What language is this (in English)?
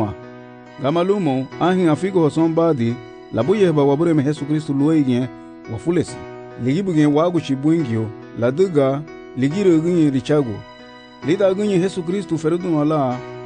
Garifuna